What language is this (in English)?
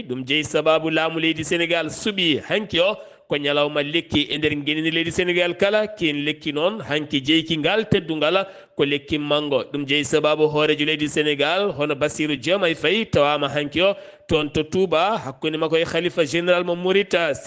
Fula